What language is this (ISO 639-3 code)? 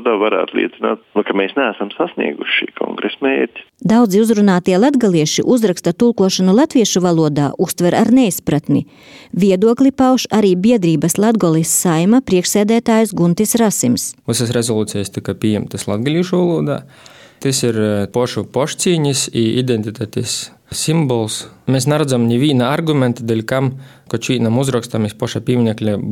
lav